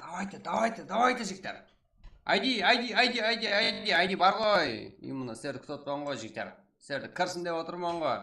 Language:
Kara-Kalpak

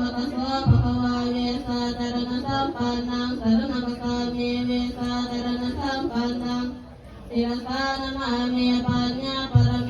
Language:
Pali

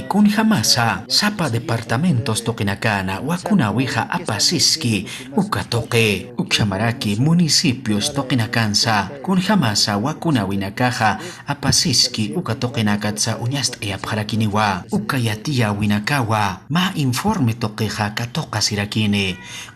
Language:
Aymara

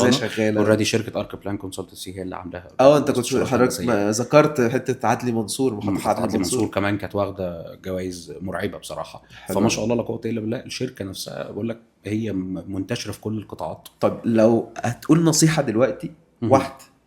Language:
Egyptian Arabic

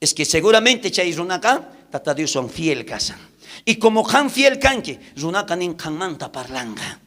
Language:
South Bolivian Quechua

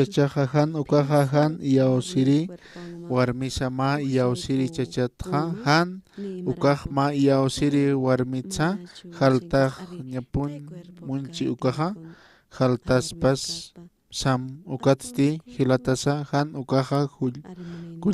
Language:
Aymara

